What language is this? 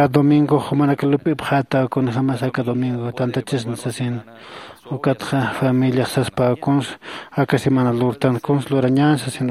Aymara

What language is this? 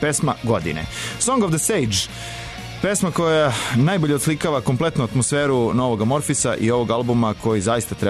Serbian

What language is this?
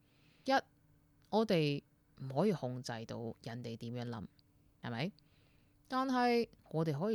Cantonese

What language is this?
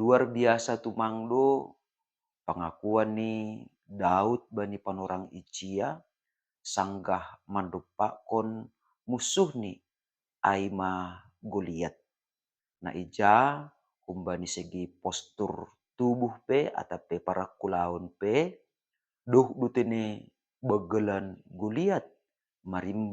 Batak Simalungun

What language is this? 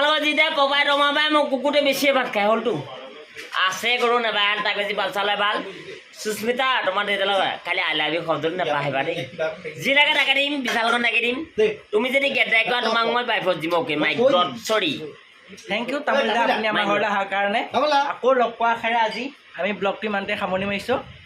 Assamese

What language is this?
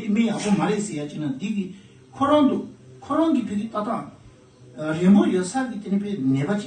Tibetan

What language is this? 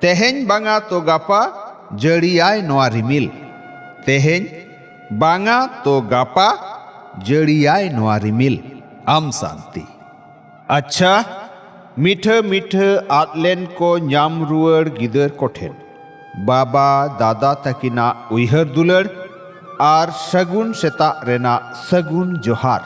Santali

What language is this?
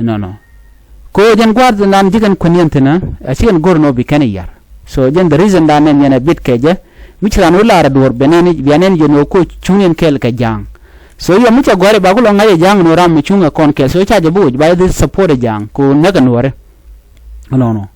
Nuer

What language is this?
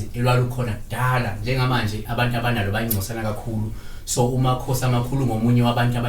Zulu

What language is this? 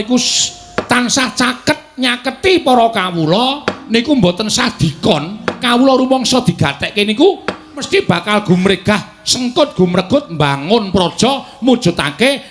Javanese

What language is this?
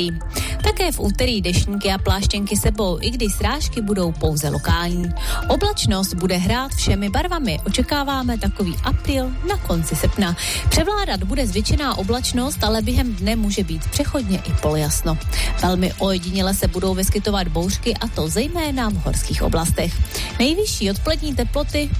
Czech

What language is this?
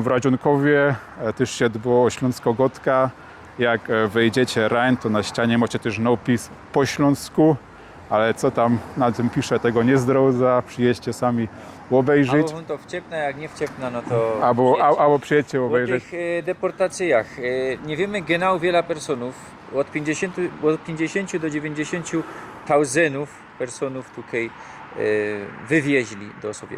Silesian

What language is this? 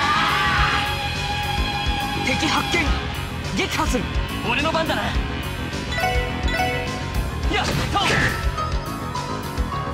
Japanese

